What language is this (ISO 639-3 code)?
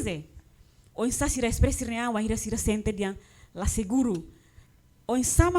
tet